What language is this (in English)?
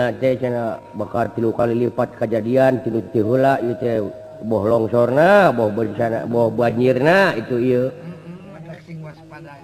Sundanese